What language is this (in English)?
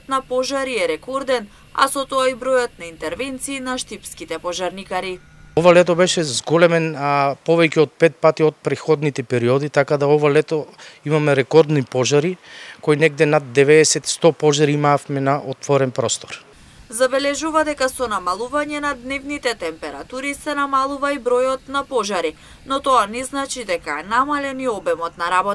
Macedonian